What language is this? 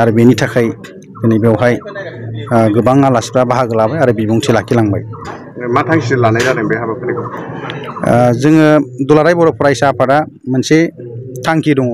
Bodo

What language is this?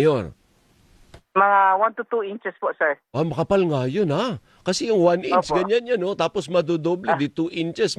Filipino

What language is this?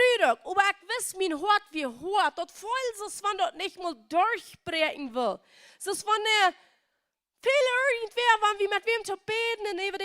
Plautdietsch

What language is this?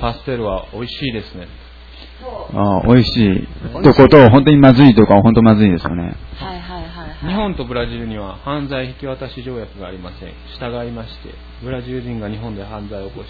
Japanese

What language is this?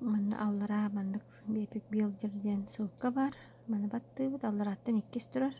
Yakut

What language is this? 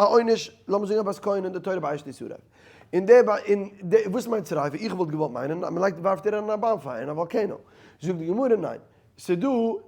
Yiddish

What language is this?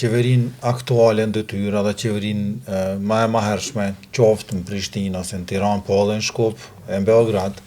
Albanian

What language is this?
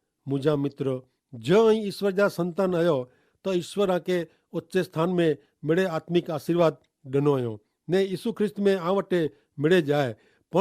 Kachhi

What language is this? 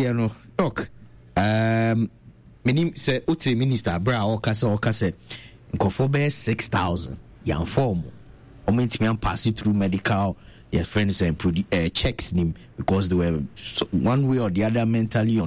Akan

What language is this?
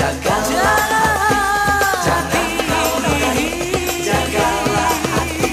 Indonesian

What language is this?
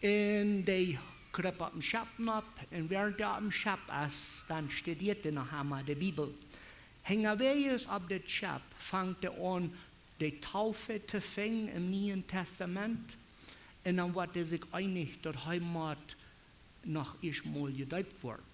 Plautdietsch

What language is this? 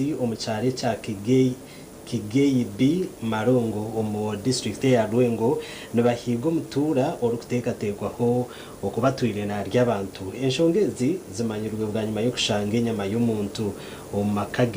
Nyankole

